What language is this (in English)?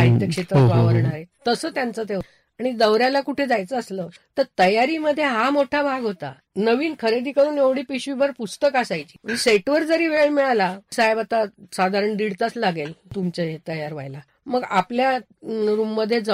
Marathi